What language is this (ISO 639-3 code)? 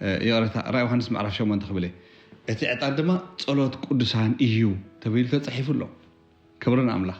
tir